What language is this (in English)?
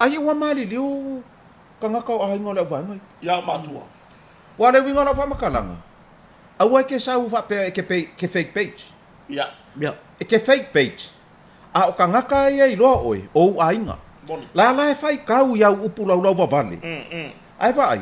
Samoan